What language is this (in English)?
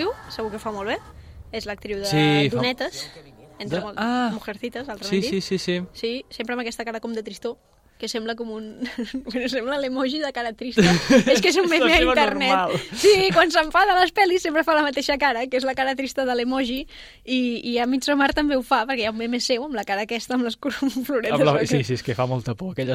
Catalan